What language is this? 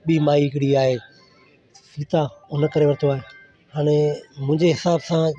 Sindhi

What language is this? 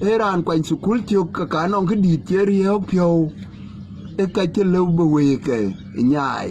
Dinka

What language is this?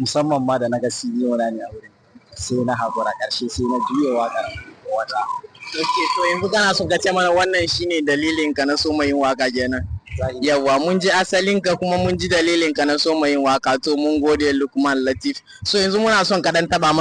Hausa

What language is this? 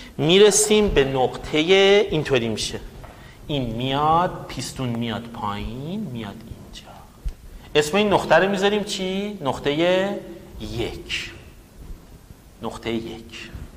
Persian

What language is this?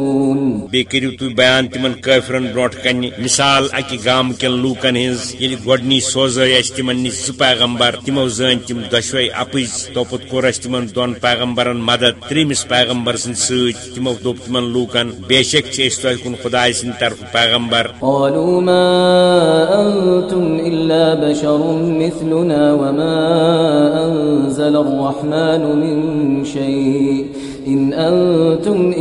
Kashmiri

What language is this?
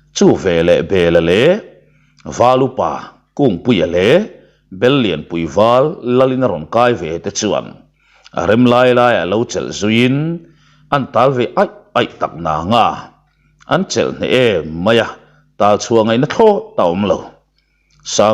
Mizo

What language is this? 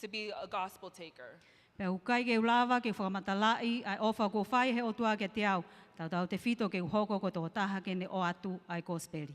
Tongan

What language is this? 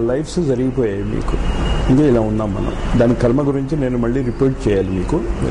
Telugu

